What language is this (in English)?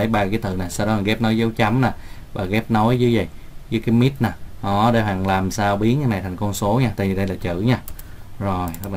Vietnamese